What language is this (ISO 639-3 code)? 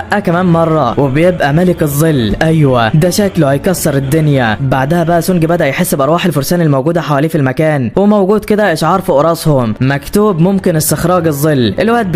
arz